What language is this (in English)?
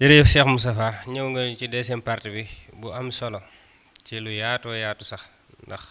Wolof